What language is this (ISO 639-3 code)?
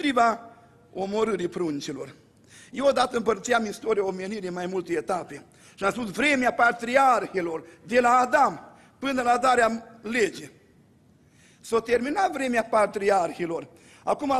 ron